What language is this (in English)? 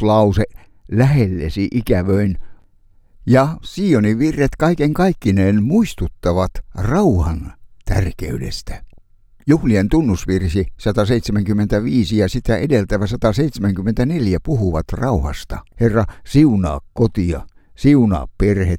Finnish